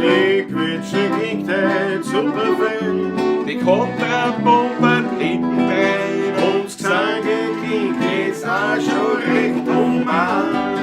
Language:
Bavarian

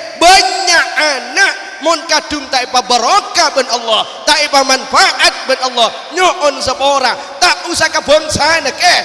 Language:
Madurese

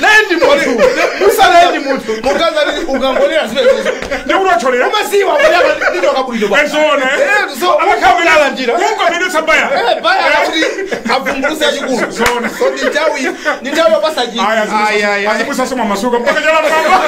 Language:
Nyanja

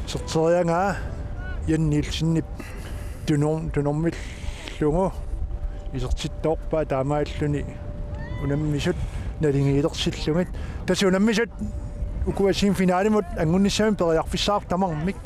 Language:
Kalaallisut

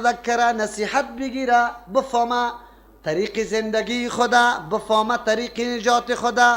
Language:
Persian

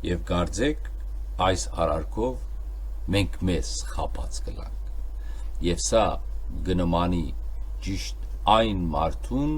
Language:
Western Armenian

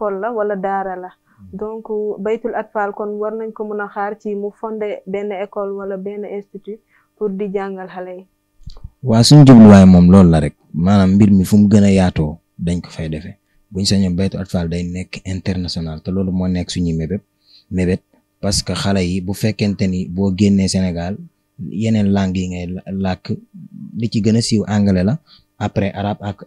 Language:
Wolof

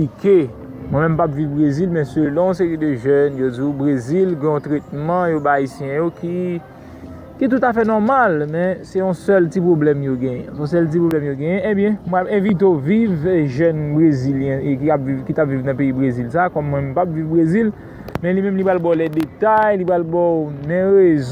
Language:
Haitian Creole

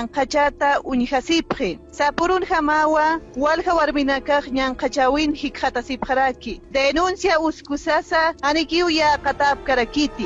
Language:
Aymara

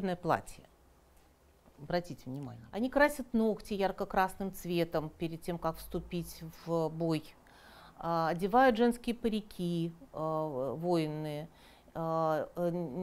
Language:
Russian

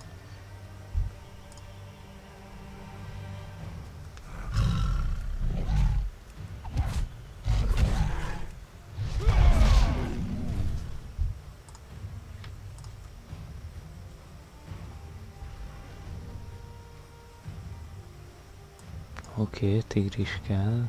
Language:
Hungarian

